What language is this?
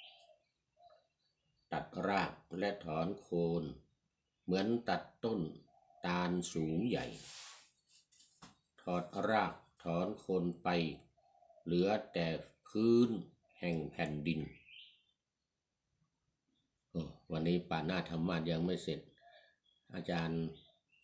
Thai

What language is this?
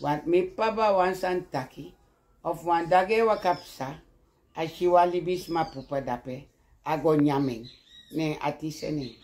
Sranan Tongo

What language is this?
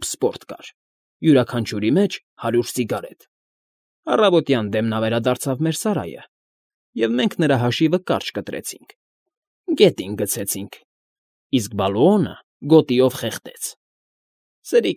Armenian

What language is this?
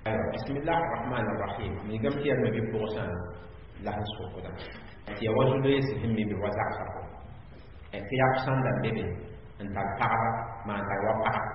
Mossi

